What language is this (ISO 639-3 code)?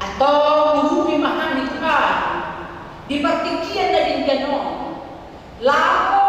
bbc